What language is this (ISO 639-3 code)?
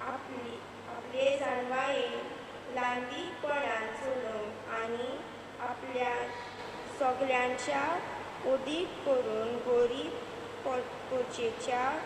kok